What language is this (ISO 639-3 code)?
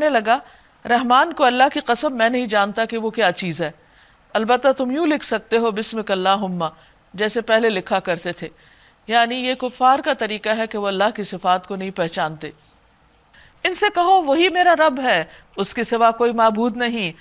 urd